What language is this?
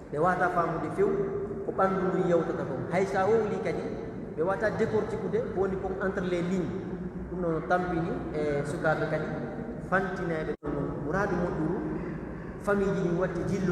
Pular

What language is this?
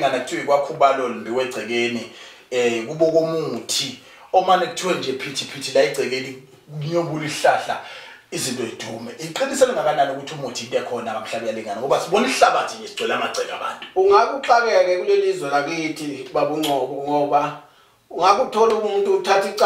Zulu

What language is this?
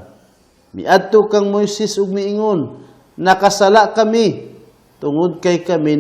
Cebuano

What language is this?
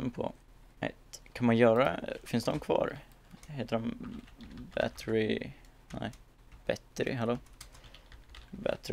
Swedish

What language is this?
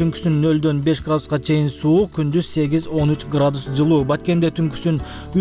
Kyrgyz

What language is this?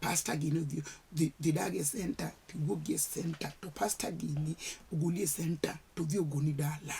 Luo (Kenya and Tanzania)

